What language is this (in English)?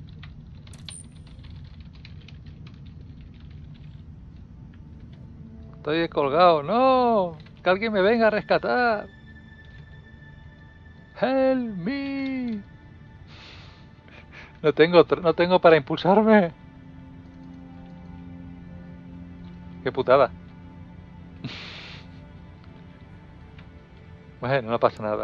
Spanish